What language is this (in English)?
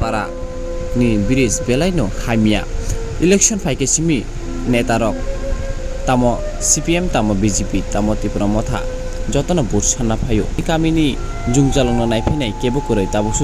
Kok Borok